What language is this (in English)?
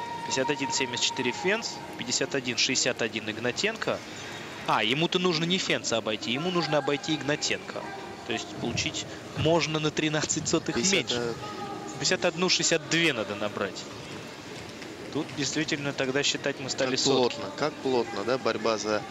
Russian